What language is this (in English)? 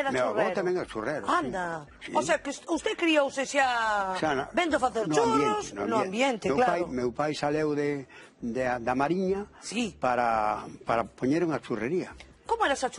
Galician